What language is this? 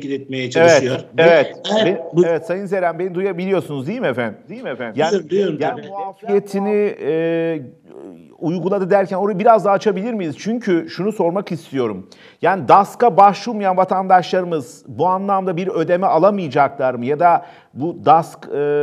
Turkish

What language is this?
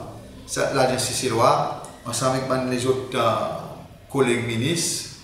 Seselwa Creole French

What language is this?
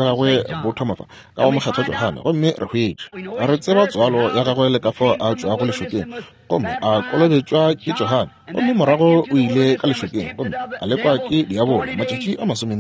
Northern Sotho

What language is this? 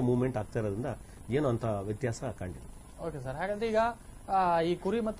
Kannada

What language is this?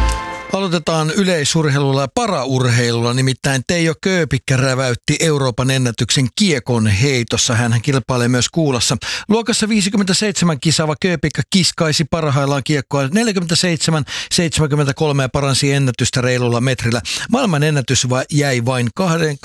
Finnish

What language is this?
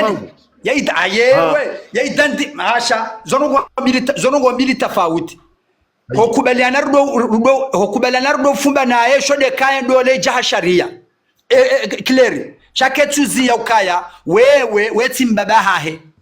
Ngazidja Comorian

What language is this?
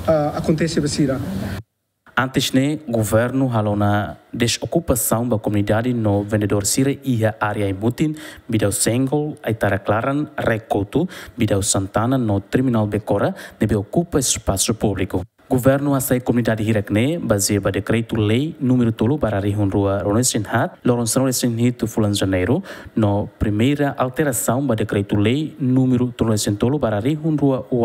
Tetum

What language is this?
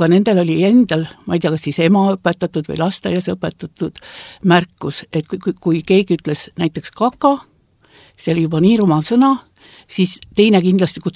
Estonian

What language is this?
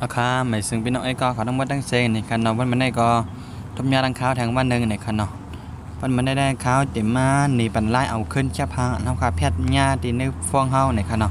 Shan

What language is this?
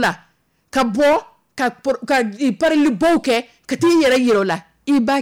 Dyula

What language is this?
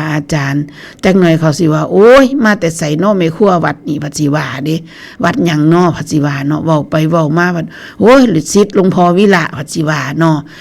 Northeastern Thai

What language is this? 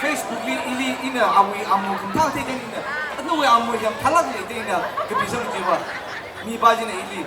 Tangkhul Naga (India)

